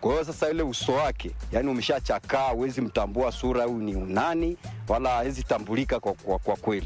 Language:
Swahili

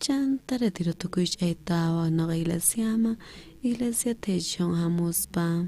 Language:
South Bolivian Quechua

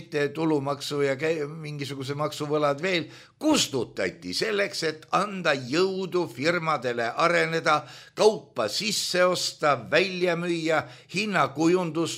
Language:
Estonian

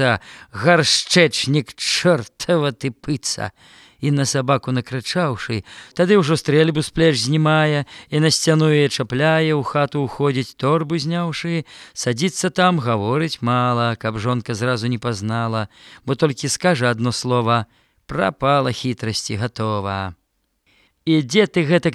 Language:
Belarusian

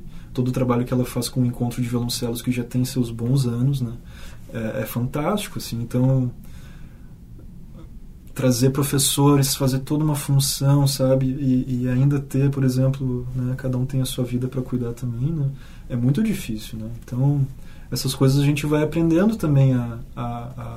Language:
Portuguese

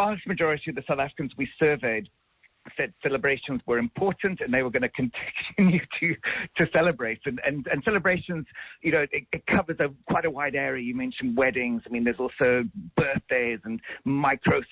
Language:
English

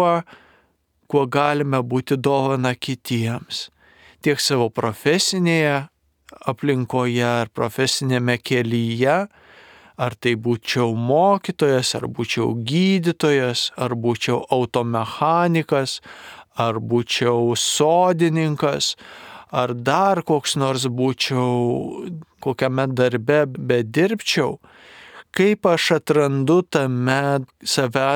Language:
Lithuanian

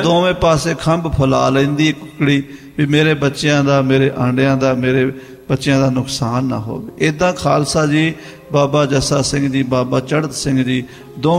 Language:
Punjabi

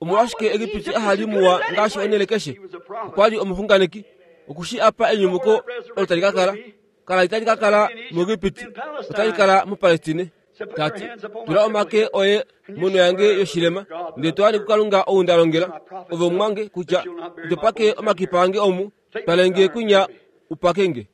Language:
Kuanyama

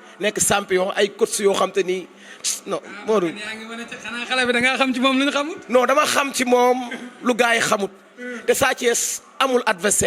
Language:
Wolof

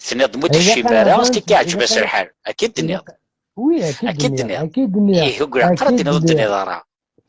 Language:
Kabyle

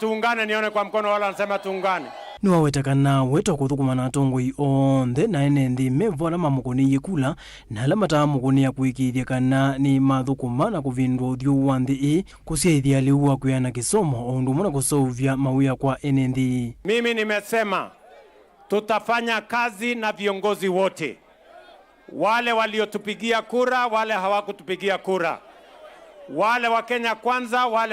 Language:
Kamba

